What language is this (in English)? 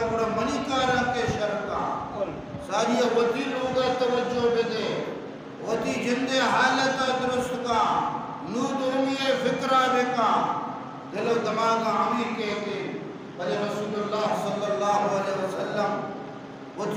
Baluchi